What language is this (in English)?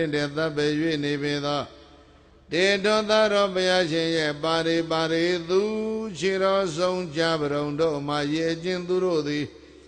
Burmese